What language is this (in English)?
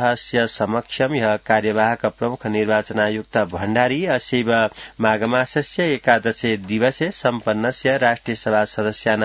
Sanskrit